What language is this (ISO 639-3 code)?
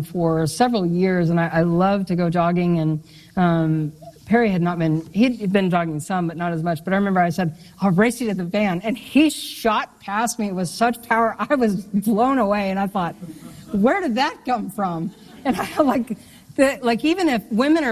eng